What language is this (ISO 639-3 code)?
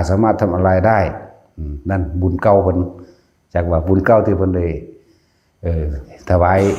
tts